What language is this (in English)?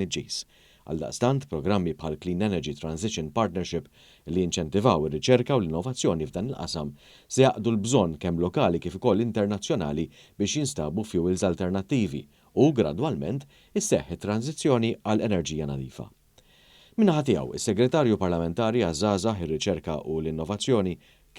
Maltese